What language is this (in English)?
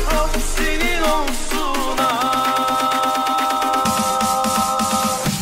Turkish